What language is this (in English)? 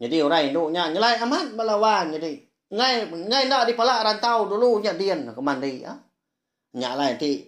Iban